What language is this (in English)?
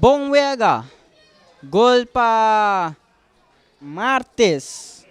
Papiamento